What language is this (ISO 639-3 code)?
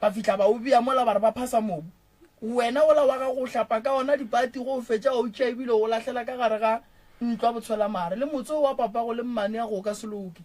nso